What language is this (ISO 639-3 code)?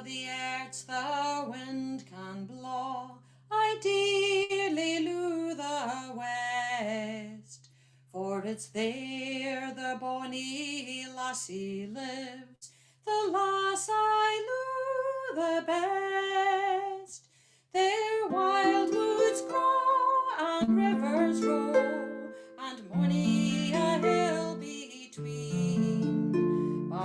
sco